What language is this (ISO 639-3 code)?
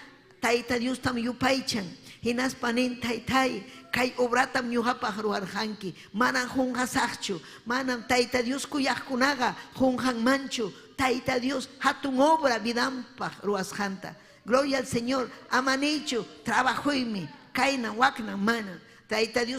quy